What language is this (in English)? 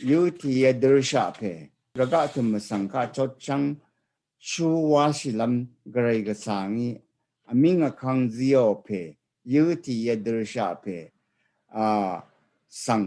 Rawang